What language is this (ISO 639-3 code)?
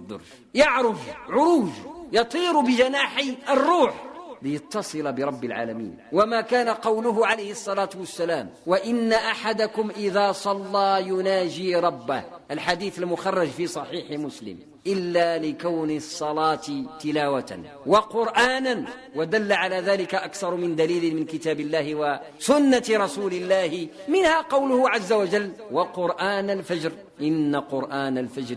ara